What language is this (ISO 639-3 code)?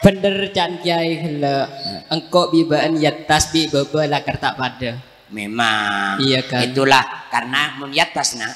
mad